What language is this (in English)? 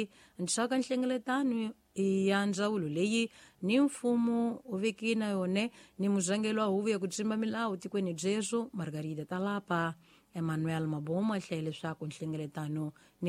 Tsonga